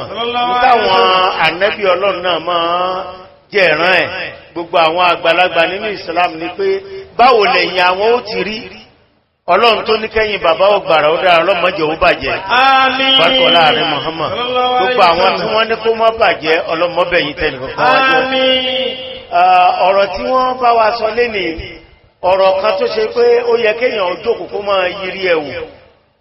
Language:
Yoruba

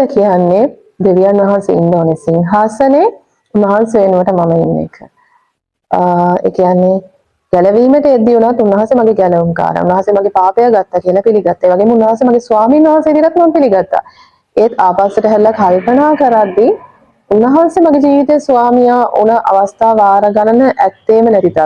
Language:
Sinhala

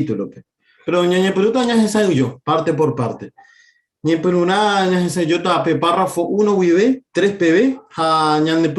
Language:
Guarani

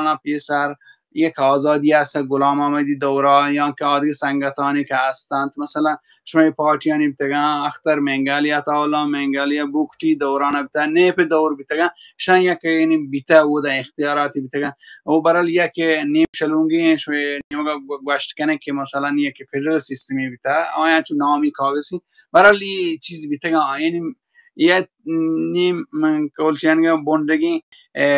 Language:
Baluchi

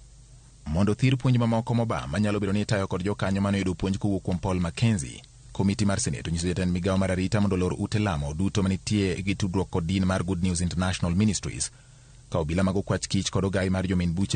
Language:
Luo (Kenya and Tanzania)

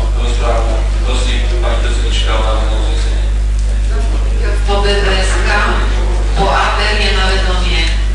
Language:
Slovak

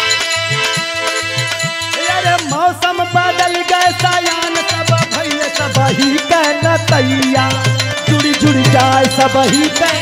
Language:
Bhojpuri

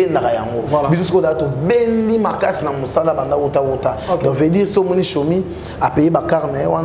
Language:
Lingala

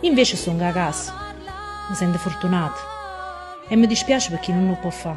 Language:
Neapolitan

